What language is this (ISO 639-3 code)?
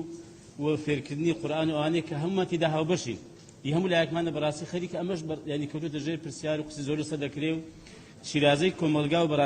ckb